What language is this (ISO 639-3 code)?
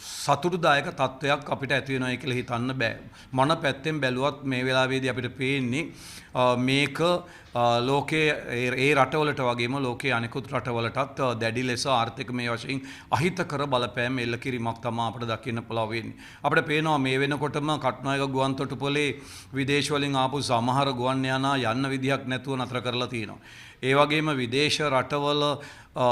sin